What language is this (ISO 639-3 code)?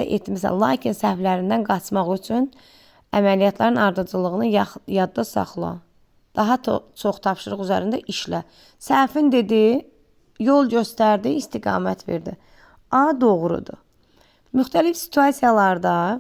aze